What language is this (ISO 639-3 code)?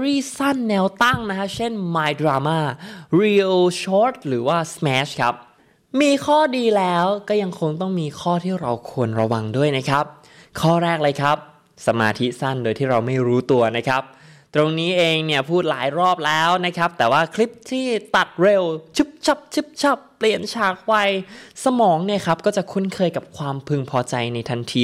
tha